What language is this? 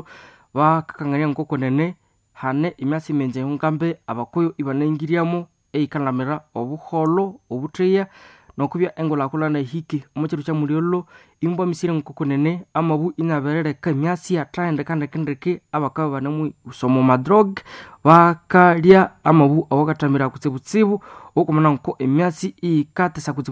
Nande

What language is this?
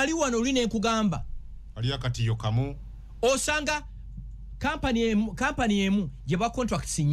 Ganda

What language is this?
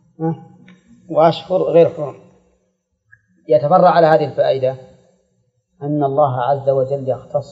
Arabic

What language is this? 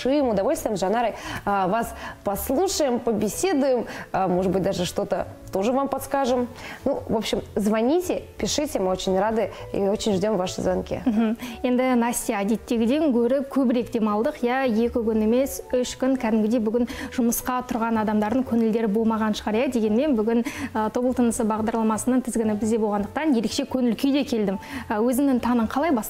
Kazakh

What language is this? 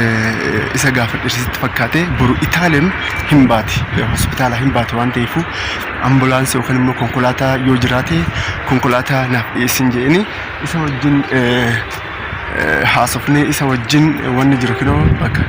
Oromo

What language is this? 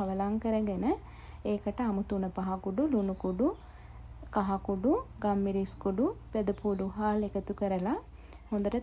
Sinhala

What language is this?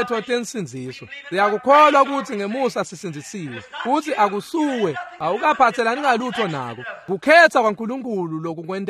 Swati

